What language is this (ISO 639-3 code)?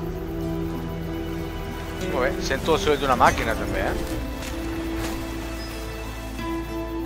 cat